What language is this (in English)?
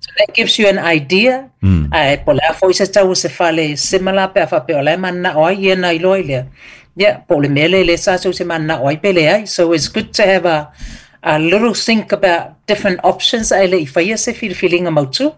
Samoan